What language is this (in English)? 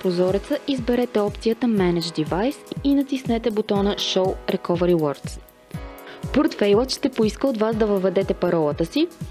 Bulgarian